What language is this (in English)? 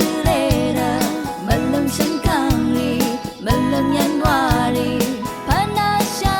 Rawang